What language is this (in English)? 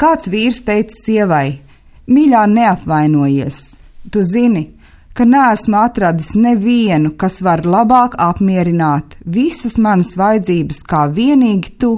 Latvian